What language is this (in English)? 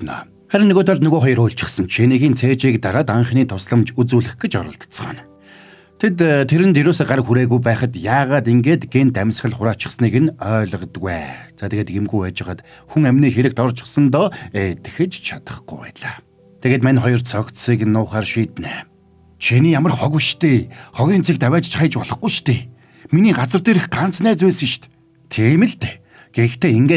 Mongolian